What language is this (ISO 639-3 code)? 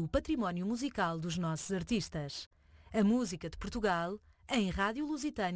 por